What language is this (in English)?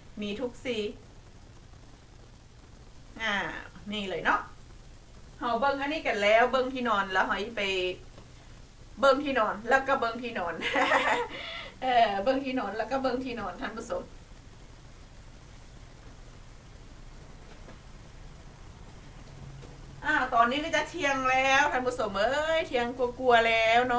Thai